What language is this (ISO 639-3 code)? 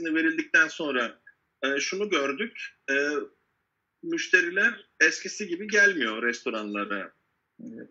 tur